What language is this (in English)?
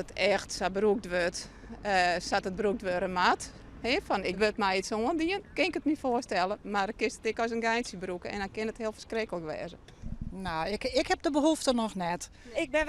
Western Frisian